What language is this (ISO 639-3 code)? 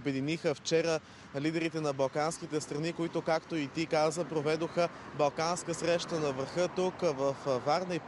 bul